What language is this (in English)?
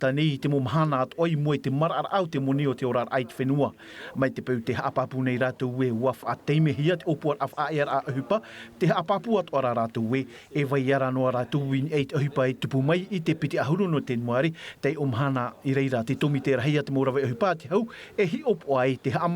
Tahitian